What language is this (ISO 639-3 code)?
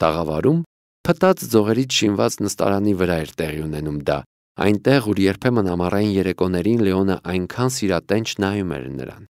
hye